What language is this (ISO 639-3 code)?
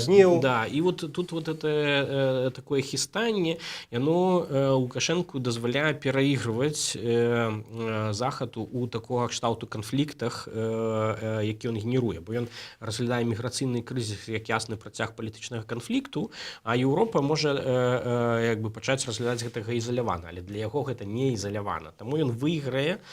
bel